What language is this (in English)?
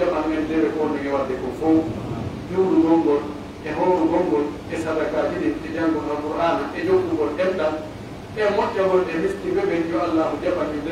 Pular